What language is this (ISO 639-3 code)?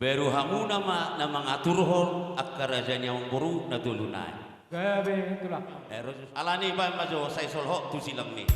bbc